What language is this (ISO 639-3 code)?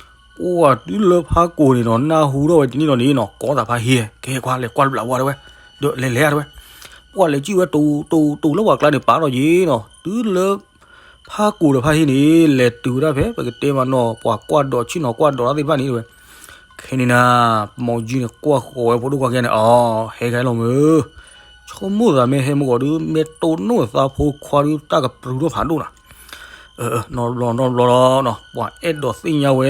ksw